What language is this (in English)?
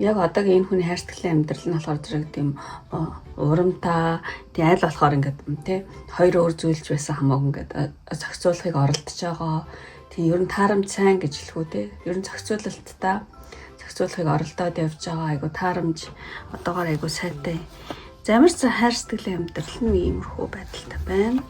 Mongolian